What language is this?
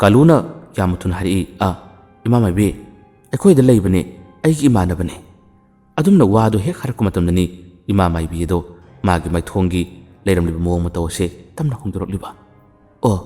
Manipuri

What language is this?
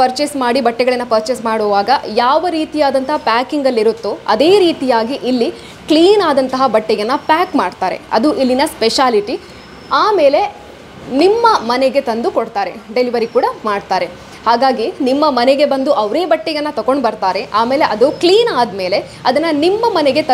Kannada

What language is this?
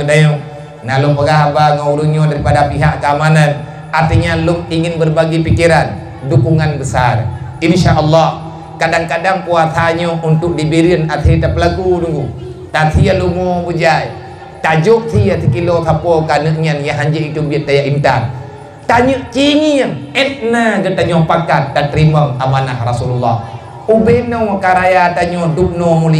Achinese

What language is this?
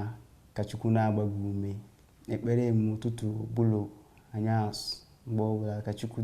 Igbo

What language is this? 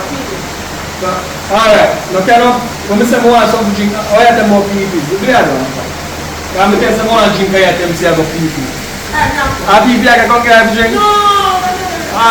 Jamaican Creole English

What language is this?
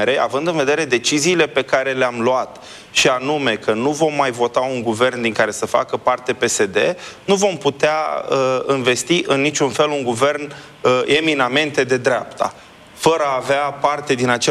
Romanian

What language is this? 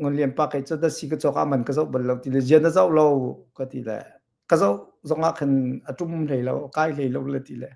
Hakha Chin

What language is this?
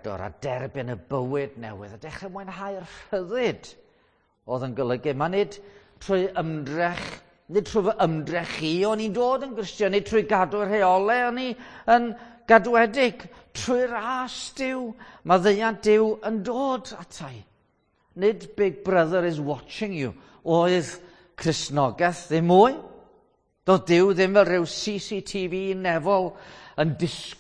Welsh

